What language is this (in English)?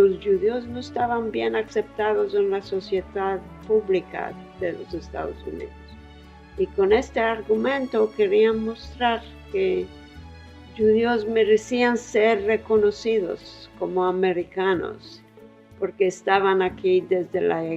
Ladino